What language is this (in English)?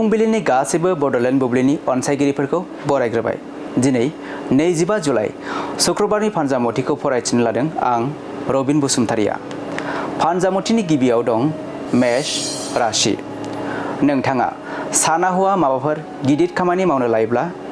Bodo